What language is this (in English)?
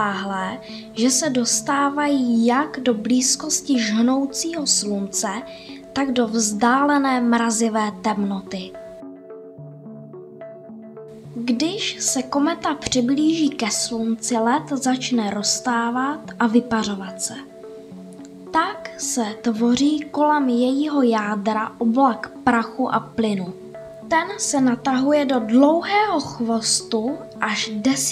Czech